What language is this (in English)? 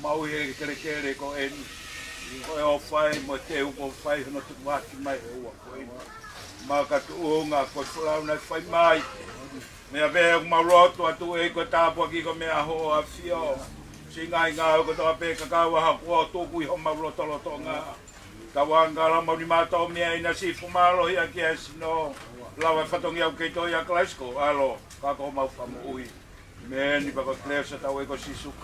Tongan